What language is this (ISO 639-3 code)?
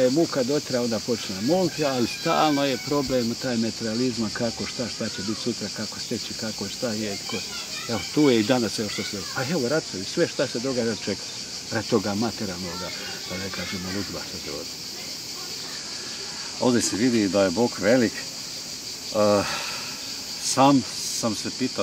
hrv